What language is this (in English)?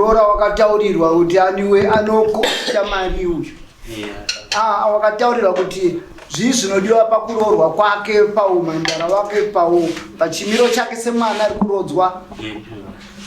Shona